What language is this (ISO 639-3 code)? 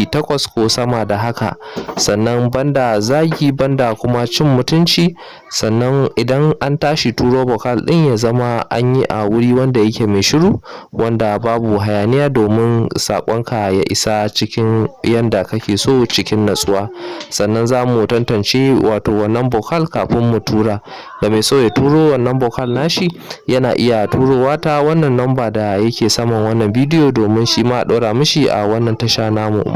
hau